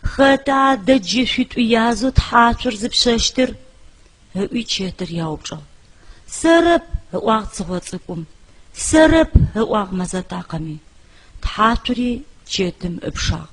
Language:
Adyghe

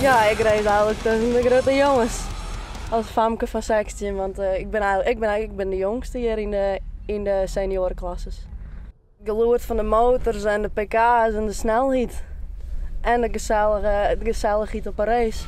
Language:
Western Frisian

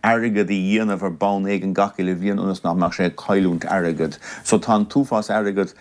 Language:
Irish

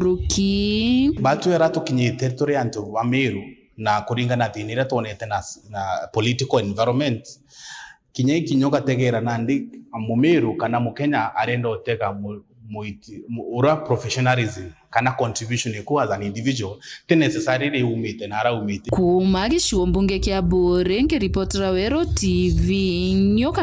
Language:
Meru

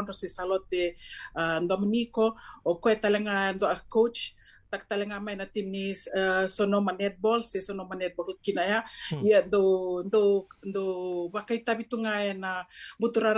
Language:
Fijian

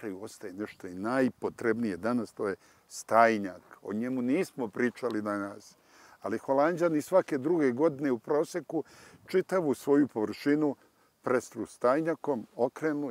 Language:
Serbian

